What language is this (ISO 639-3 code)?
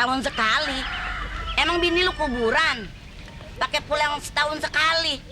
bew